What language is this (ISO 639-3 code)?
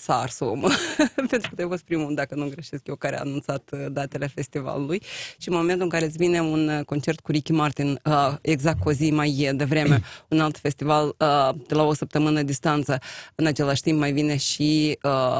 ron